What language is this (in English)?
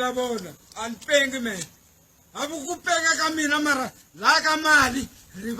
Tsonga